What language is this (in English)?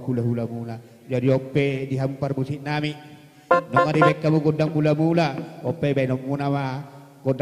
Batak Toba